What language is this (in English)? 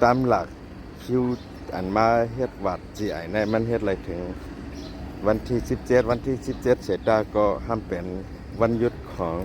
Shan